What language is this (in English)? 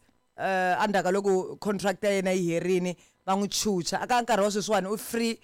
Tsonga